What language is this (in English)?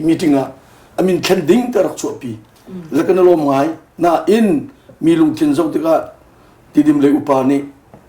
Hakha Chin